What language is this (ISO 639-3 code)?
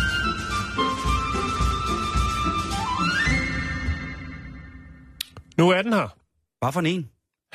dan